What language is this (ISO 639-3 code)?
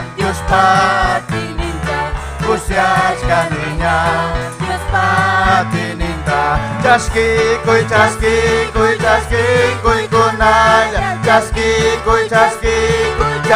quy